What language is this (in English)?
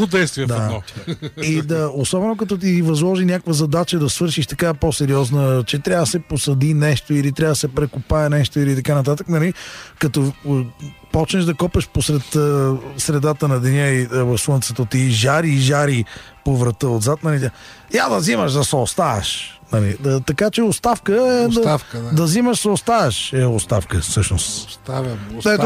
Bulgarian